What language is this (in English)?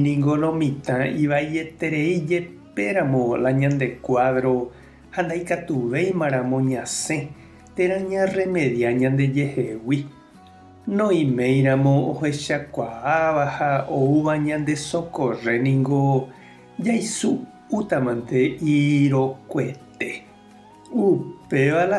Guarani